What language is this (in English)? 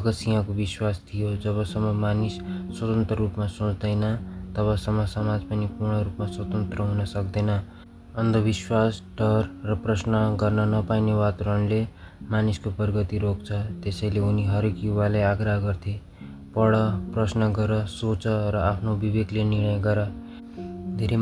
Nepali